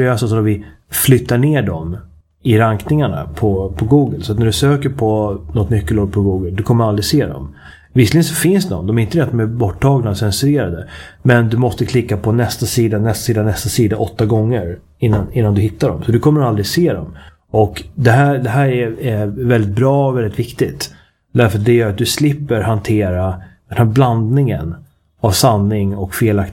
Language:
Swedish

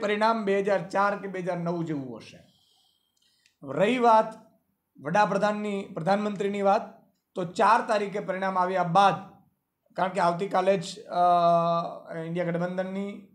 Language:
Gujarati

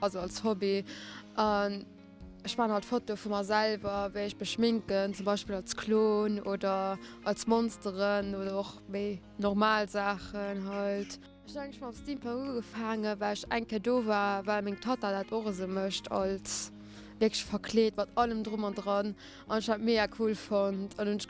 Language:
Luxembourgish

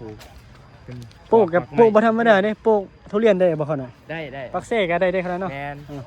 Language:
Northeastern Thai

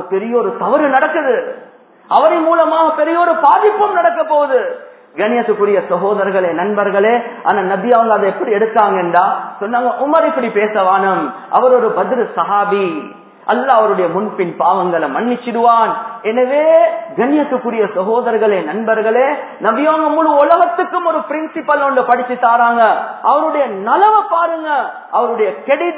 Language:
Tamil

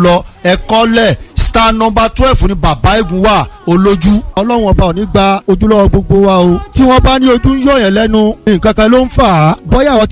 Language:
Yoruba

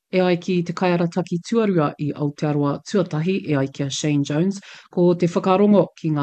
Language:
Māori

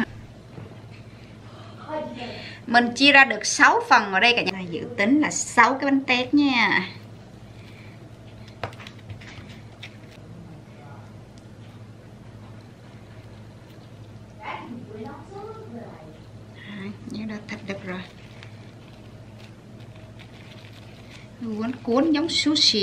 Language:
Vietnamese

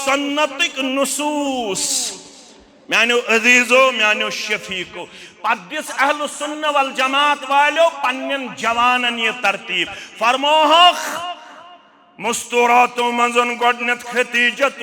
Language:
Kashmiri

